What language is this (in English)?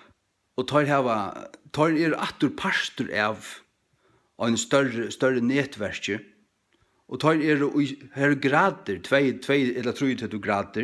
Faroese